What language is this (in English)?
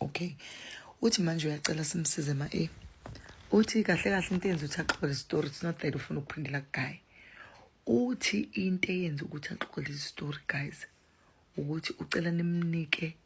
Zulu